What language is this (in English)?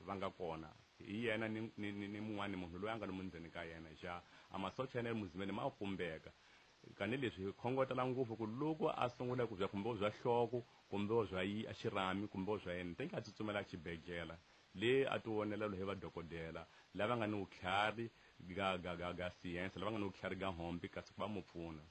Tsonga